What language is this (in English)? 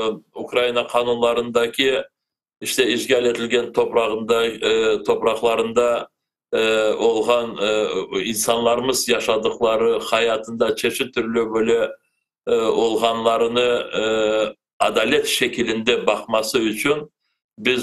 Crimean Tatar